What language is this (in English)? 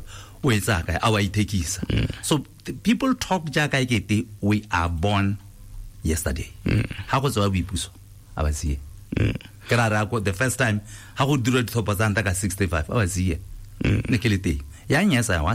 Tswana